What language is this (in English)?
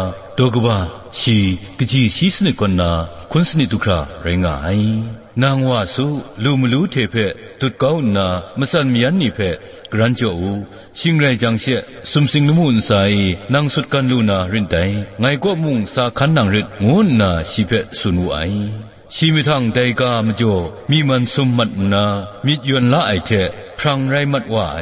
Kachin